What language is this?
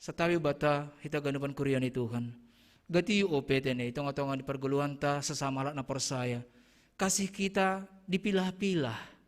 Batak Simalungun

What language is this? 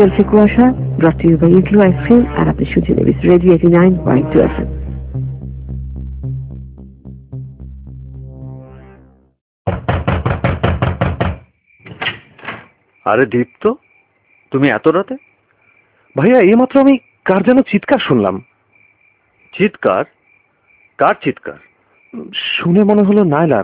Bangla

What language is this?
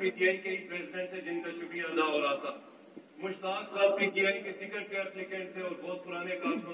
Urdu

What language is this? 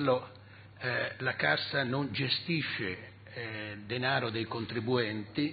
Italian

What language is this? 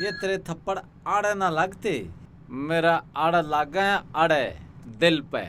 Haryanvi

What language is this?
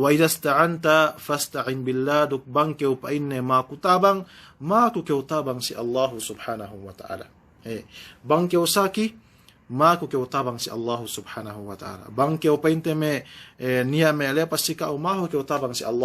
Yakan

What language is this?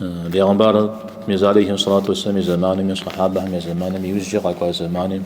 Kabardian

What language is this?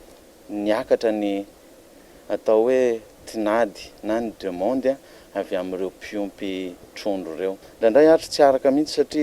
Malagasy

